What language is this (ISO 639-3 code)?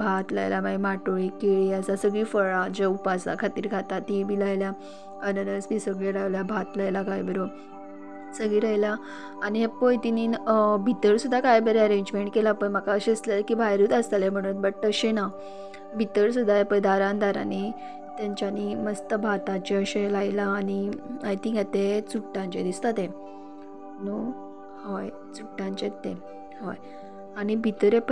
kok